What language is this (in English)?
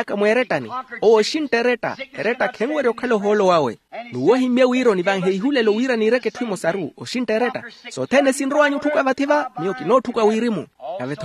Makhuwa